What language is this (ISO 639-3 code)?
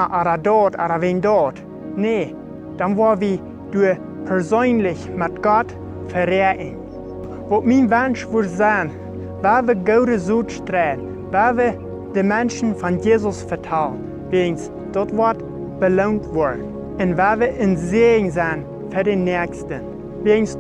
pdt